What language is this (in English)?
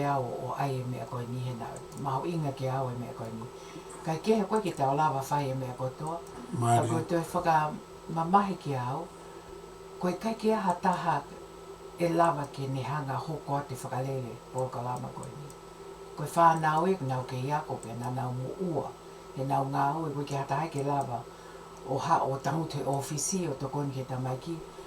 Tongan